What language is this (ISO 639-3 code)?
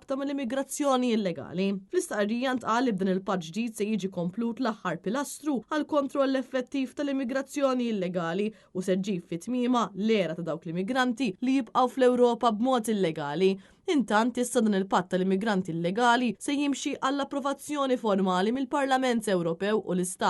mlt